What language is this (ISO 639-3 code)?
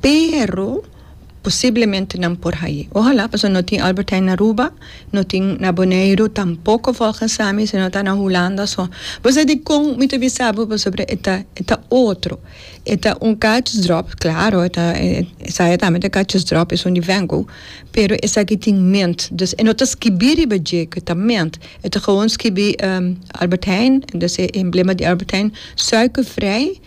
pap